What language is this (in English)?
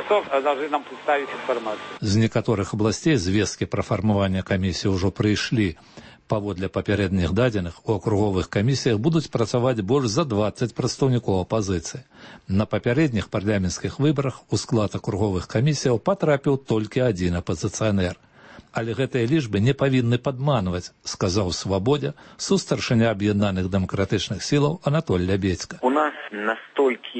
Belarusian